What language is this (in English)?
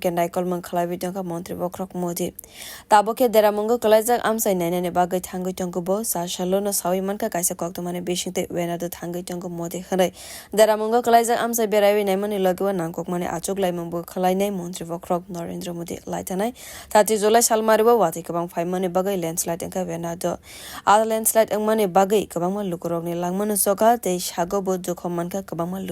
Kok Borok